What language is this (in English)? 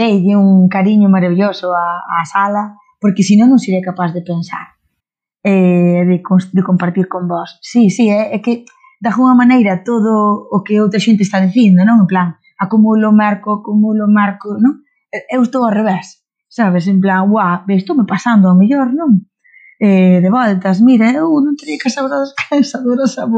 Galician